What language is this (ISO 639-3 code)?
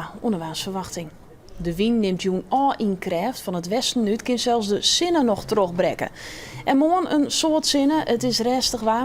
fry